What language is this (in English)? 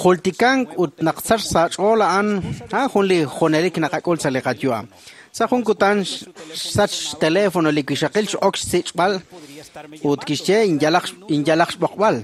Kekchí